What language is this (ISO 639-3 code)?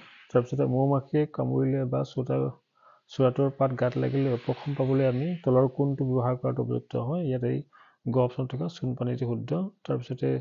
asm